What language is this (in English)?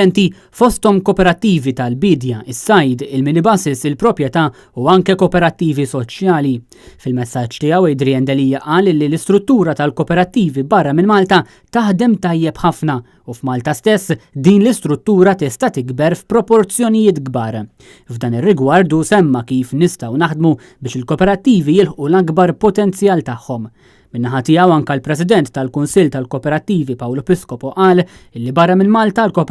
Maltese